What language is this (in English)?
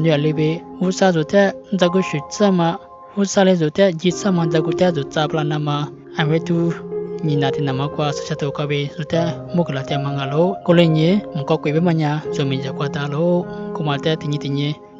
Lisu